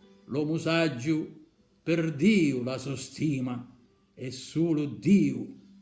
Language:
Sicilian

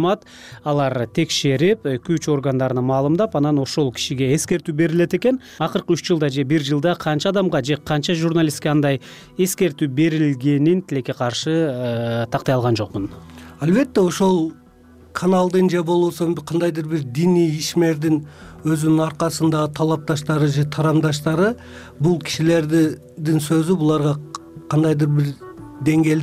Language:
Kyrgyz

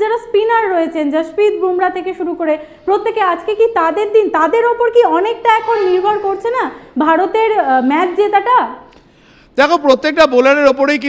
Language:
Bangla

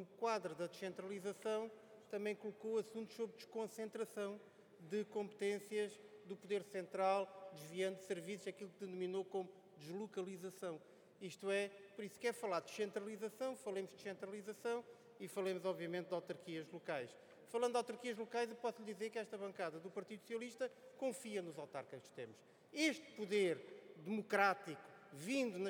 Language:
Portuguese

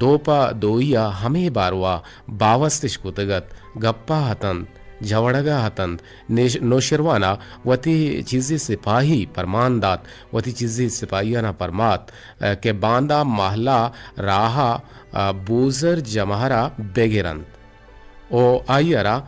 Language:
Eastern Balochi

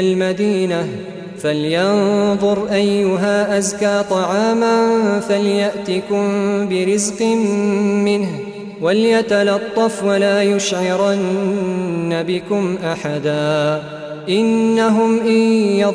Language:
Arabic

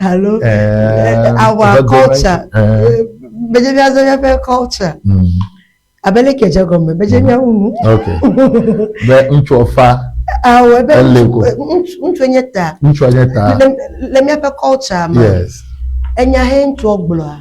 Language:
Ewe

